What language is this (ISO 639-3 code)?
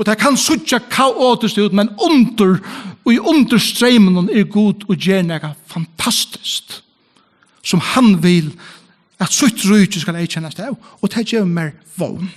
fao